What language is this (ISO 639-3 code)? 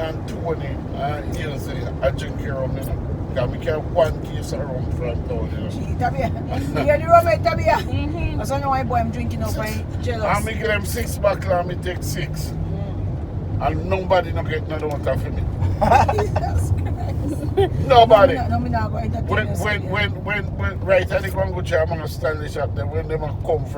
jam